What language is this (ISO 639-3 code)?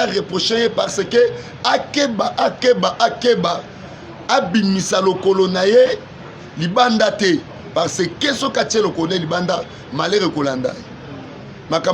lin